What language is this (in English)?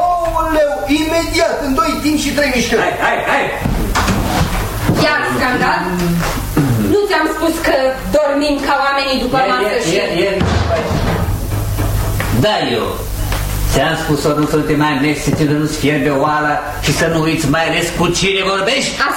Romanian